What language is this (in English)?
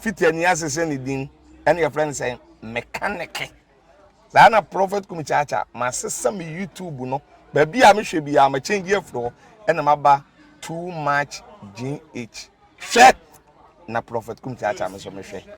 Akan